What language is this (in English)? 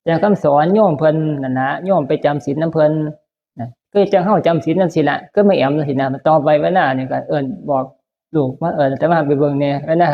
Northeastern Thai